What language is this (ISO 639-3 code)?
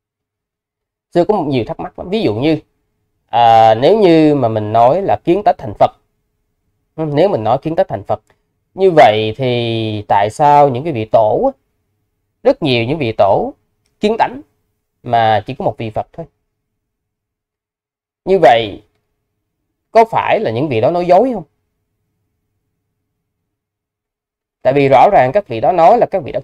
vie